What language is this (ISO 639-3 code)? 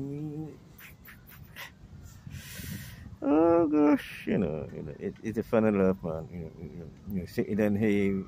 eng